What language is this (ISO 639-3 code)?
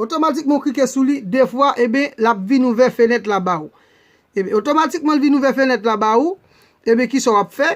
hat